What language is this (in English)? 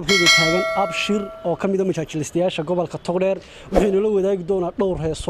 Somali